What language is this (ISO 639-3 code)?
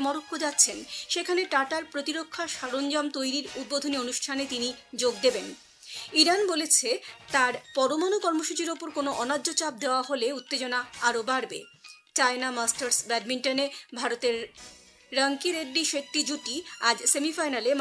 ben